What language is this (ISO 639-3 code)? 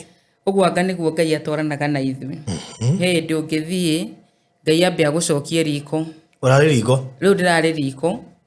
kik